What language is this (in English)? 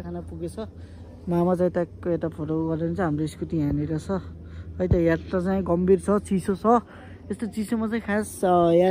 Nepali